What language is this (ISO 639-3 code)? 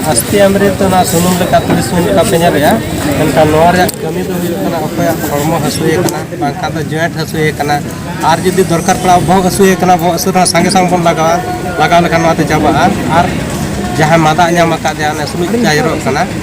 sat